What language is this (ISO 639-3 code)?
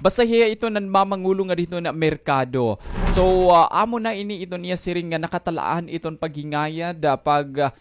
war